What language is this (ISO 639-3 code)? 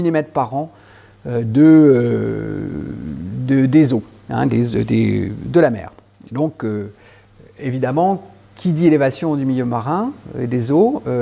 fra